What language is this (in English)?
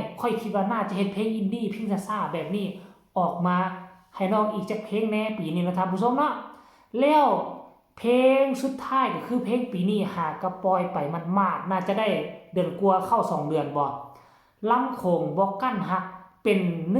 Northeastern Thai